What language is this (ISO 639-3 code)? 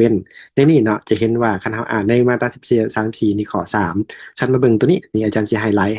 lao